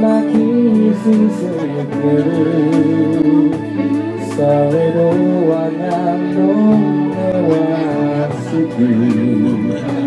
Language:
Japanese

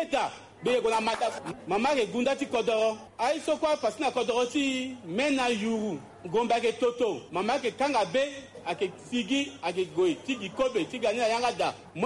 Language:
Sango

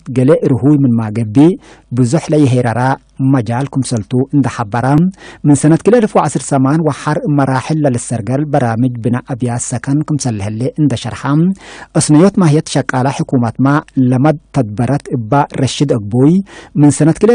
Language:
Tigre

